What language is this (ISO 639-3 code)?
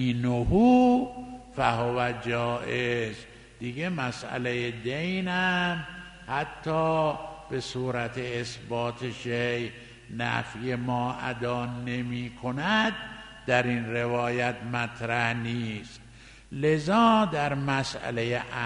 fas